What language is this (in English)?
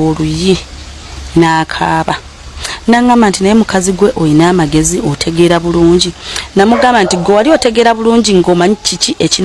Ganda